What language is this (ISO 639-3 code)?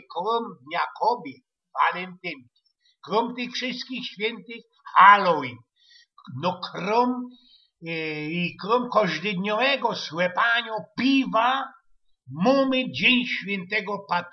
szl